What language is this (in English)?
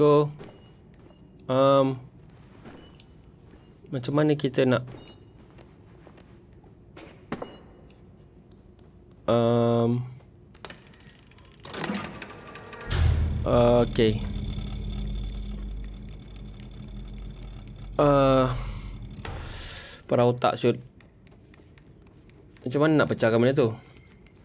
Malay